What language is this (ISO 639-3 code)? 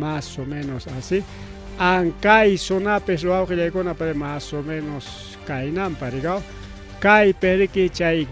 quy